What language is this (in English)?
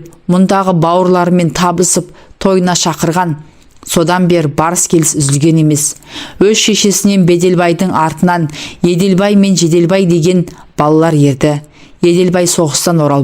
Kazakh